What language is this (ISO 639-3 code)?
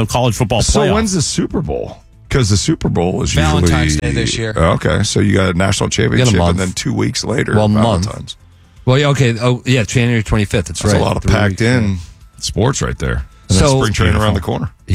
eng